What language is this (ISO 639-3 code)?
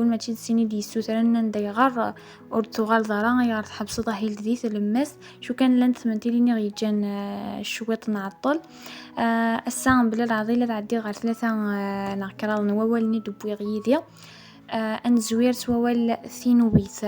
kab